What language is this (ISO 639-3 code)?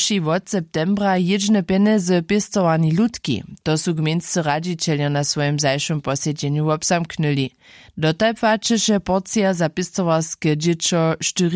hsb